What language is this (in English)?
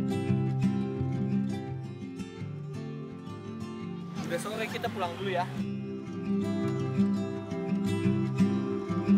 Indonesian